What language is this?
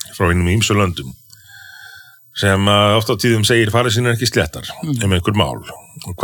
Icelandic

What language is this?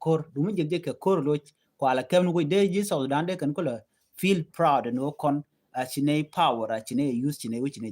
Nuer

